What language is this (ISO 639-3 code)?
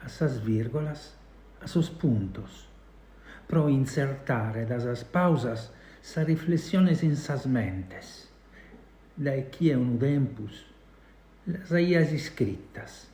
srd